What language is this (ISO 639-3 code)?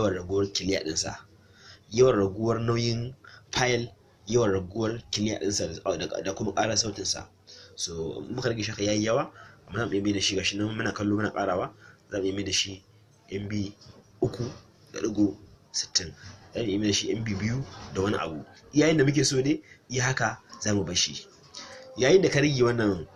hau